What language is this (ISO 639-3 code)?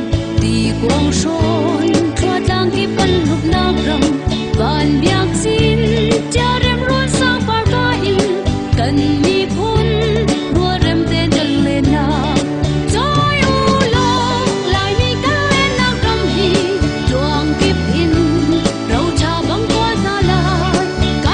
cnh